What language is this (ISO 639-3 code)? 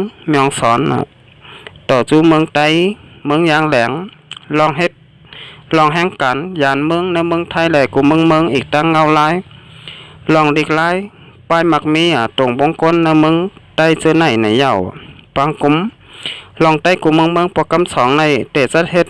shn